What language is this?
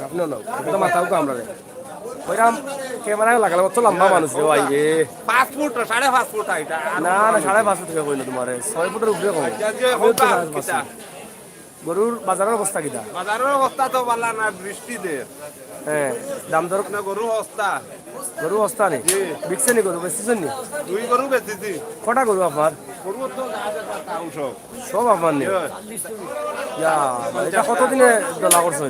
Sylheti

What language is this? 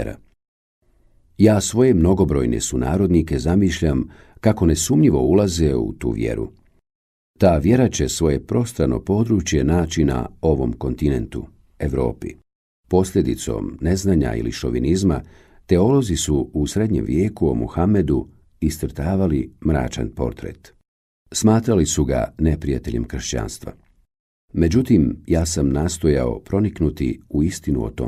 Bosnian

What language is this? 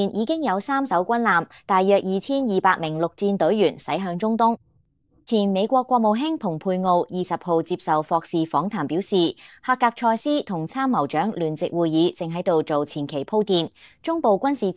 Cantonese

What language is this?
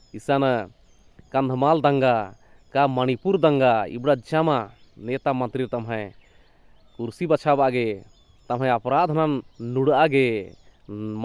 Kurukh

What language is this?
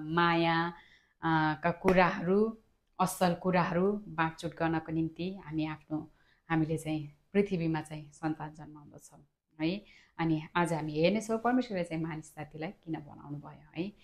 Nepali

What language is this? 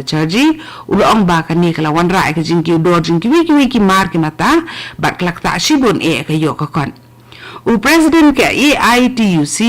Khasi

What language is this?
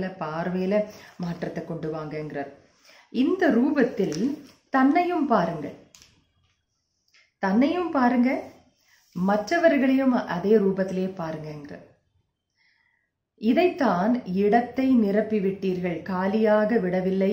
Tamil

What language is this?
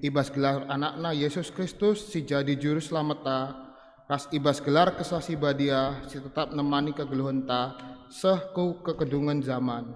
Batak Karo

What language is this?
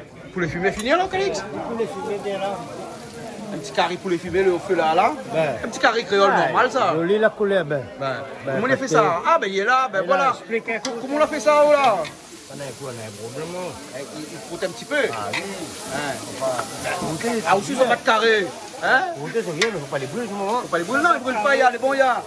Réunion Creole French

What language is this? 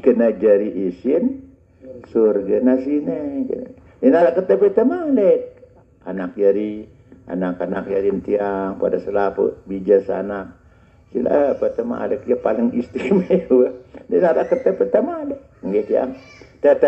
Sasak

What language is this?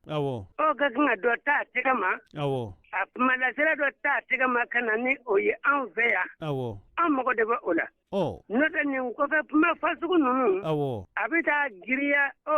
Bambara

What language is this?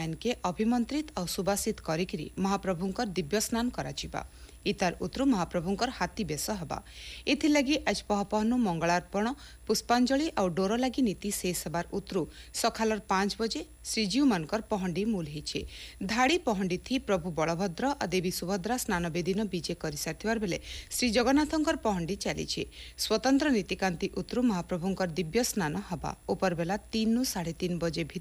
Odia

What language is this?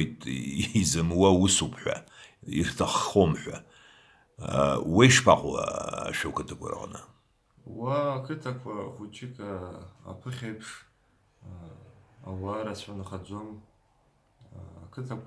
Abkhazian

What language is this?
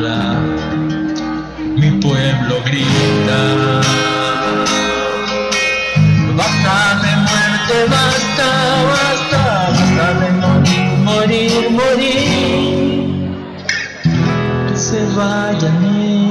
Spanish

